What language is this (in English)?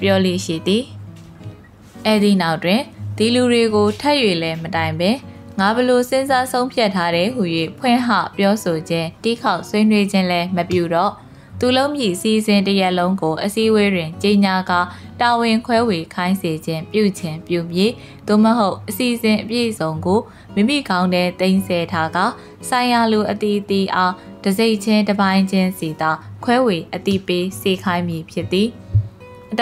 Burmese